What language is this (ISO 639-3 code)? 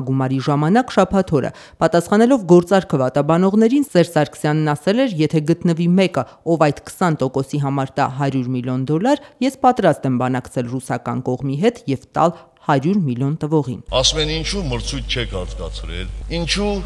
hye